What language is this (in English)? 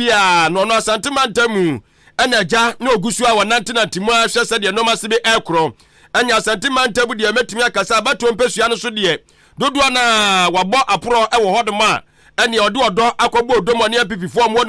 Akan